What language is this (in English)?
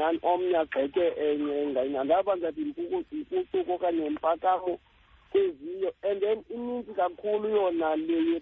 Xhosa